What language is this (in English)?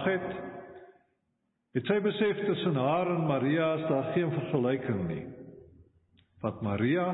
Afrikaans